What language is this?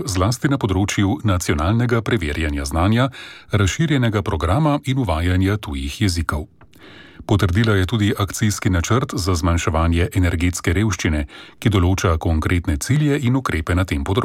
Slovenian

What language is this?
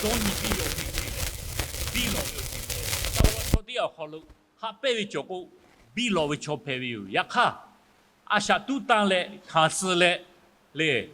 Lahu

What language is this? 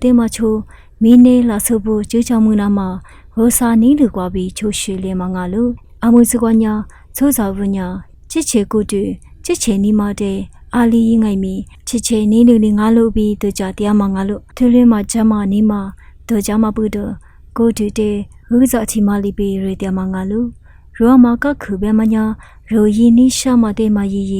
Lisu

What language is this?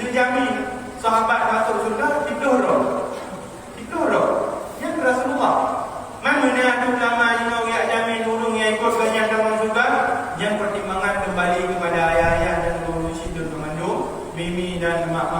Achinese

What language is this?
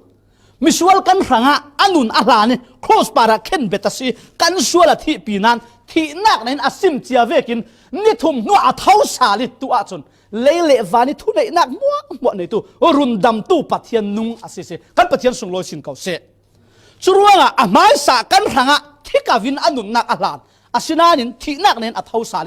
Falam Chin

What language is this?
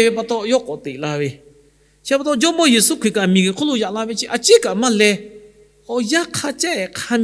Lahu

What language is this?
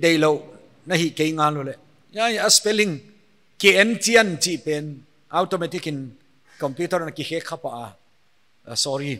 Paite Chin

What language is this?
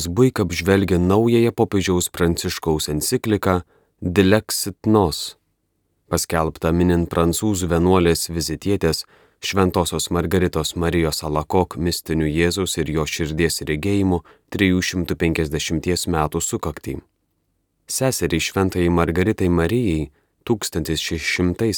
Lithuanian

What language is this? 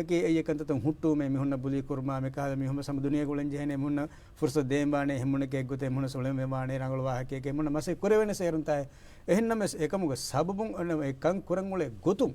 Divehi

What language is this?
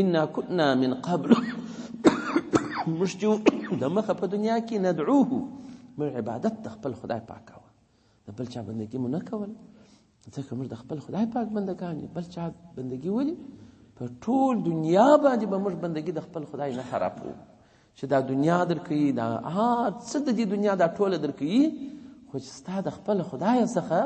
Pashto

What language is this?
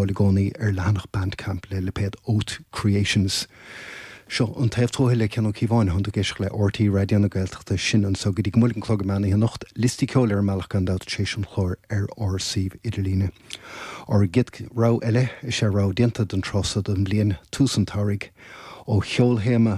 Irish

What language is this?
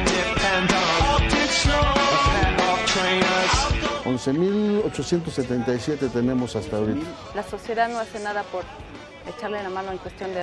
Spanish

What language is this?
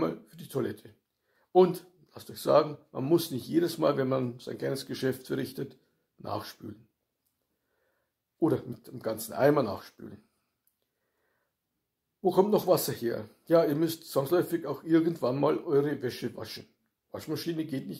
German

